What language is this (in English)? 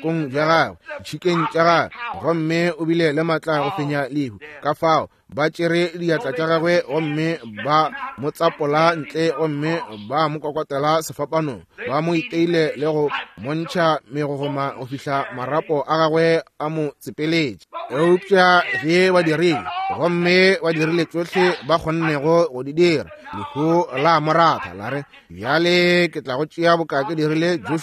Northern Sotho